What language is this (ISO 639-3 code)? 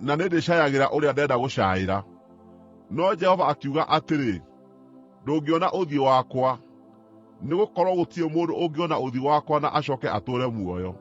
kik